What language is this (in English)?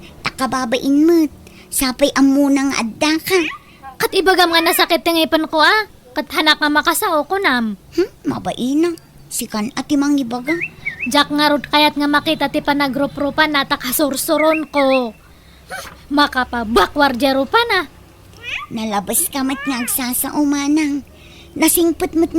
Iloko